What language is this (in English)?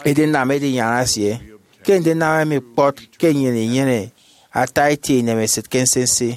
Efik